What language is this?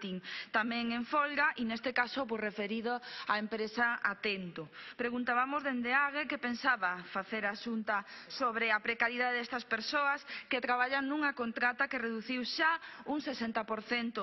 Galician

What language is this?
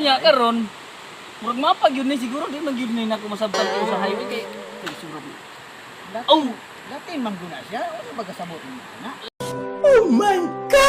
Cebuano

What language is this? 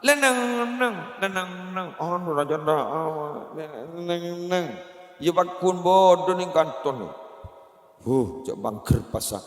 Madurese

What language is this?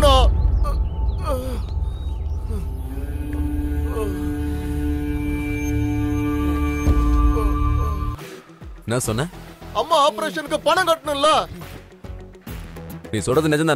Tamil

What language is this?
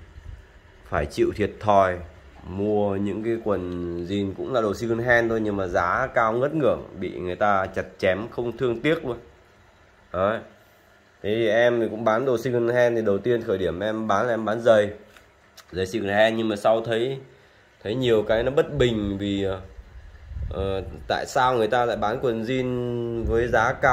Vietnamese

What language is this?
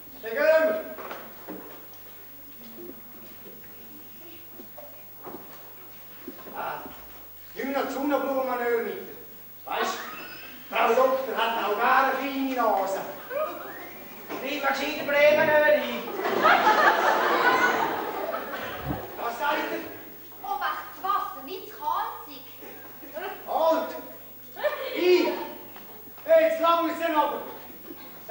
German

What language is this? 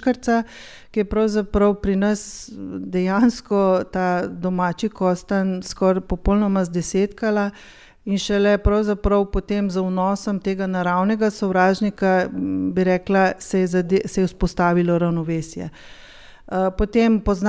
Slovenian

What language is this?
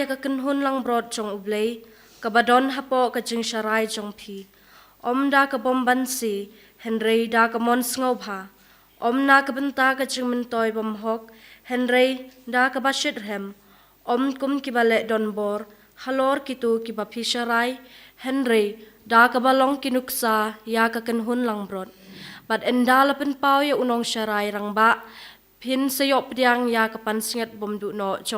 Khasi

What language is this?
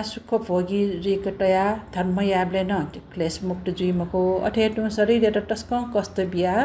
Newari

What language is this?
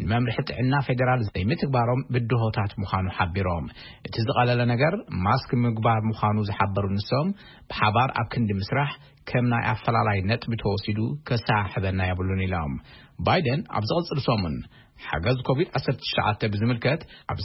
Tigrinya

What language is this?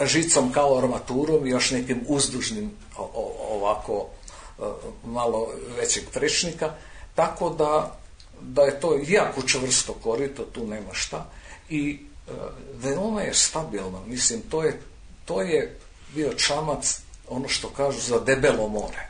Serbian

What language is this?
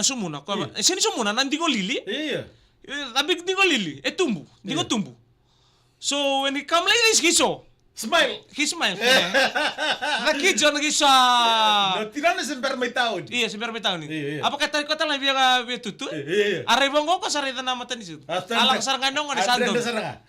Fijian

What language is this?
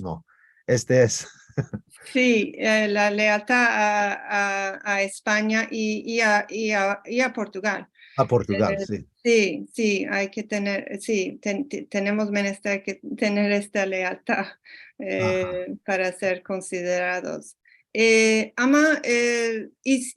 Ladino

